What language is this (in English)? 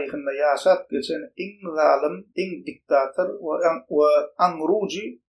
Turkmen